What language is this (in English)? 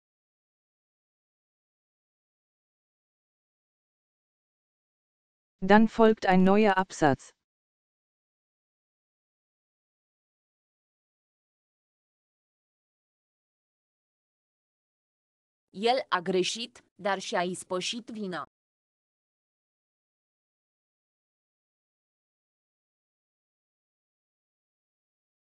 Romanian